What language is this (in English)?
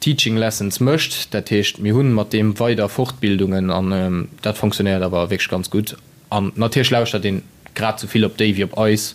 Luxembourgish